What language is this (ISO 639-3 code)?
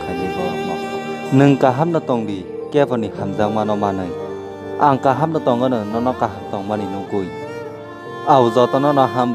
trp